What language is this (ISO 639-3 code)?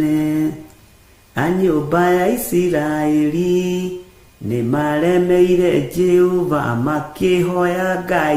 kik